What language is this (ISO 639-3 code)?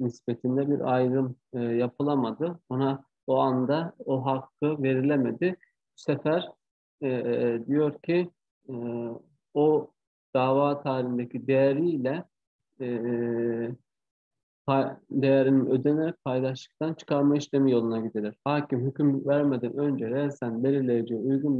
tur